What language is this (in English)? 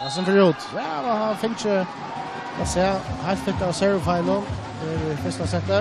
Faroese